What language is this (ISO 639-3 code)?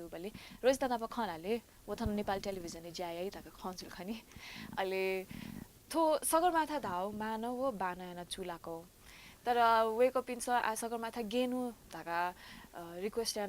new